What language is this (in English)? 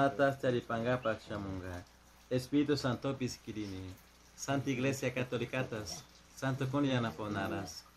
Chimborazo Highland Quichua